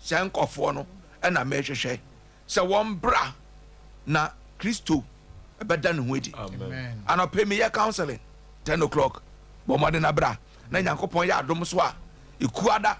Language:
Akan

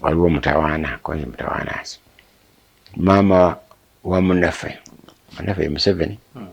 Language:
Ganda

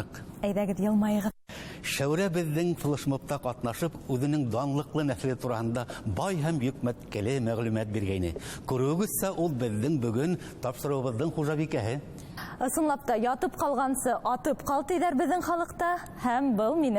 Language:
Bashkir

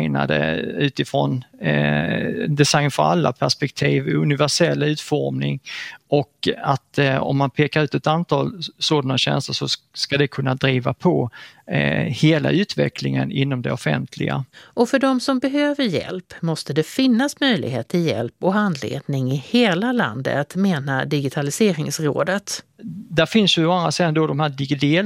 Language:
Swedish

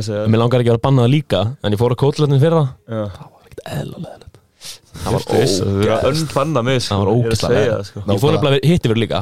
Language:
Icelandic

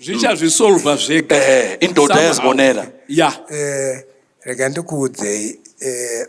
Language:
Shona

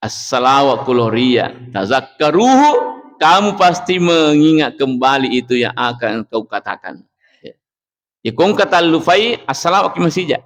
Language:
Buginese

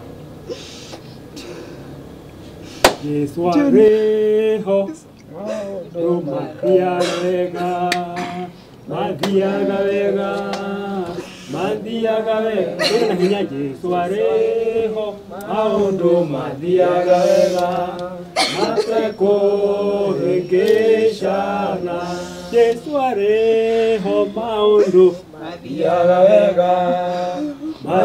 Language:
Kikuyu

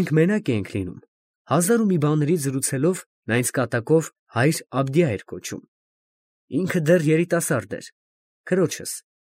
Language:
Armenian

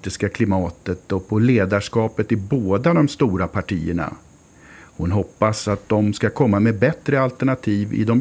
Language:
Swedish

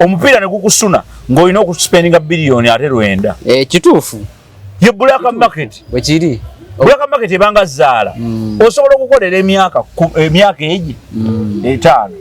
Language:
Ganda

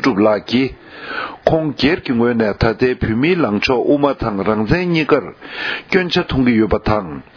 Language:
Tibetan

